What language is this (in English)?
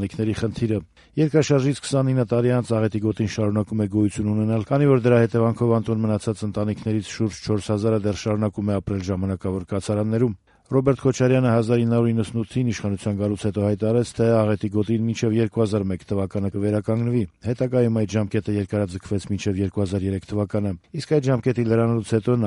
Armenian